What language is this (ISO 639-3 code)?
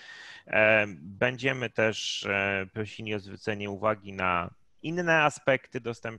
pol